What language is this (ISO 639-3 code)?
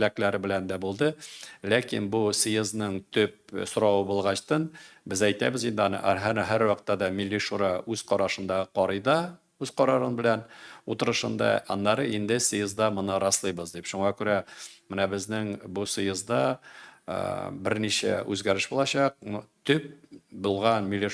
tat